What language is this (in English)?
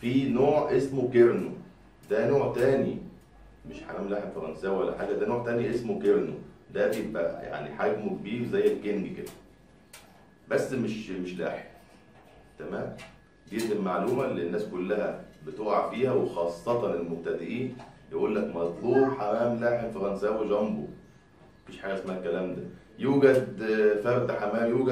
Egyptian Arabic